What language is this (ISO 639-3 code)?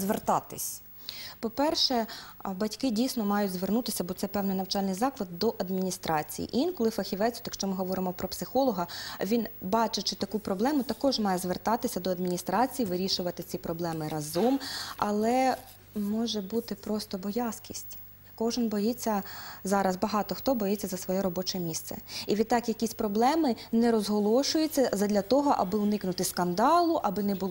ukr